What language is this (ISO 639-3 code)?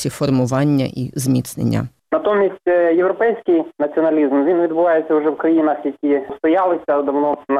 ukr